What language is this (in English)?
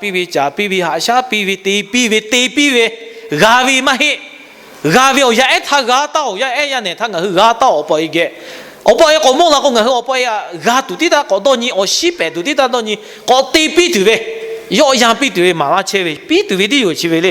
Lahu